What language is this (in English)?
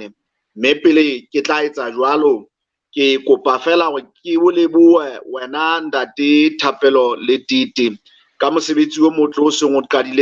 Southern Sotho